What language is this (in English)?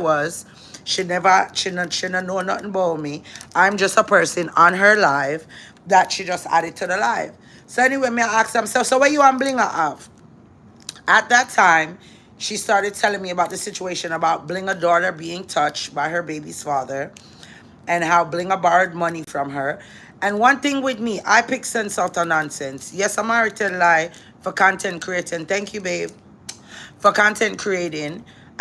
Jamaican Creole English